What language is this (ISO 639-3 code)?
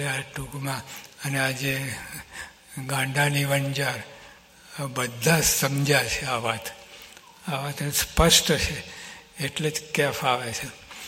guj